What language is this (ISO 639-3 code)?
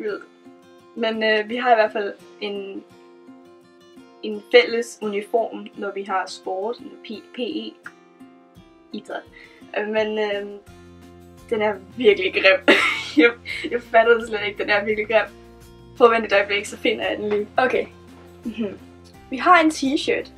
dan